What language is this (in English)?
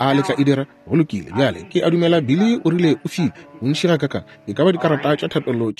Northern Sotho